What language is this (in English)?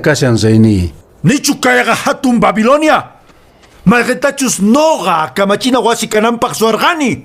Quechua